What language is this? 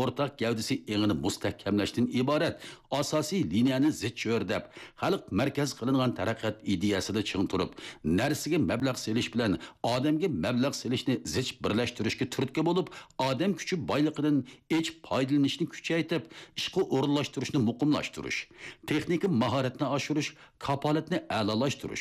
Uyghur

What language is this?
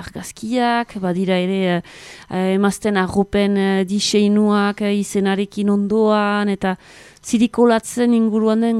Basque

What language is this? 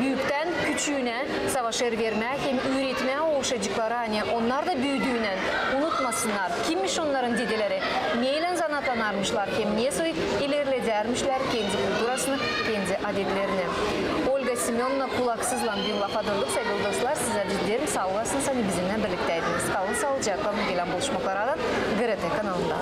Gagauz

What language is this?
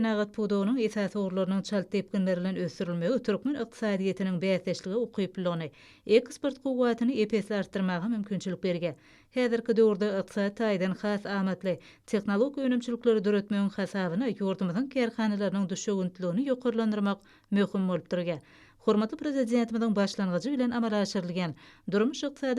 Turkmen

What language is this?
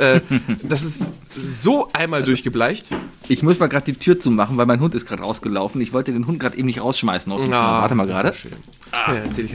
German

